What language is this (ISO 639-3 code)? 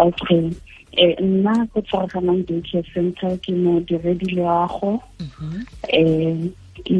tsn